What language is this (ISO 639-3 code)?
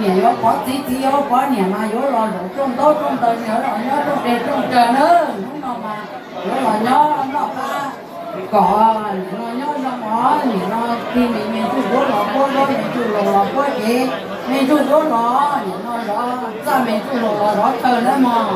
hmn